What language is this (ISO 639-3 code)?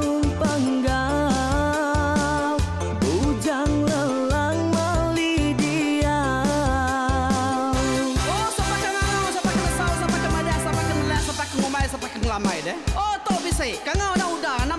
iba